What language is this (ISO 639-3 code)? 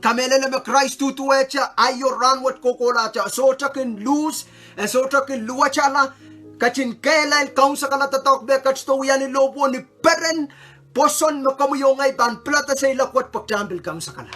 pon